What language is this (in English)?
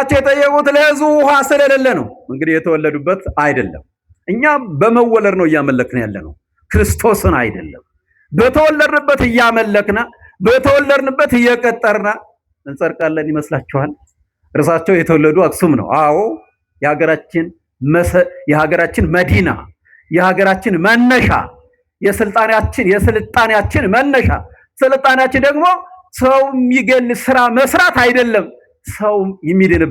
Amharic